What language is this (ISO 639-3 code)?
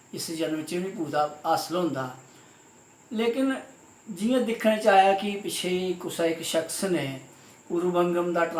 doi